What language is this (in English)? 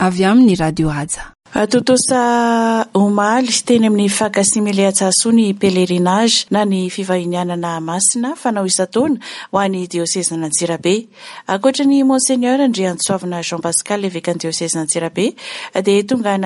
Malagasy